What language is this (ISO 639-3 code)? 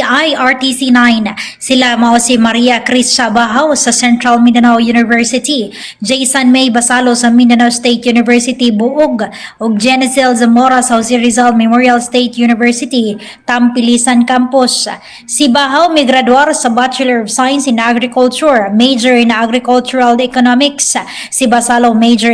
ceb